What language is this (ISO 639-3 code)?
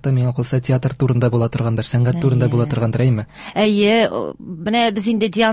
tat